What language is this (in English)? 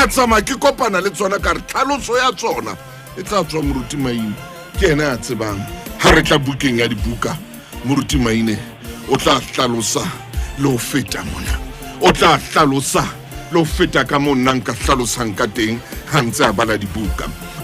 Southern Sotho